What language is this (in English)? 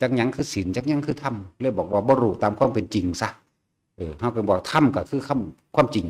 Northeastern Thai